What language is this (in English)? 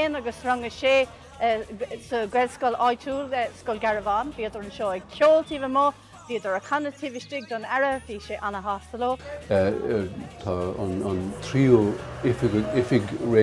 Irish